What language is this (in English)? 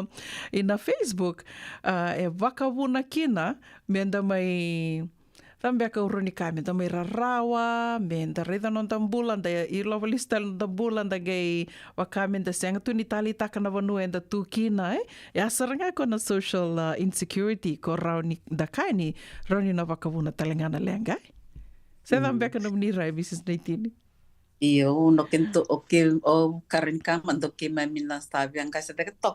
Fijian